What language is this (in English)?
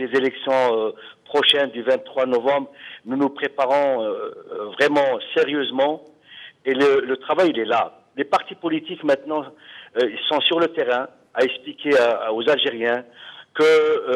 French